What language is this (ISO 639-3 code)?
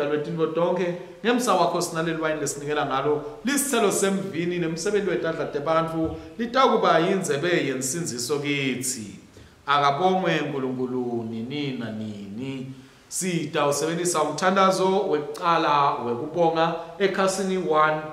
ssw